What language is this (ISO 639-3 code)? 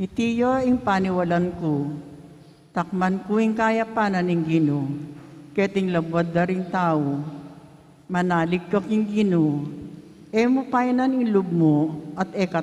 pam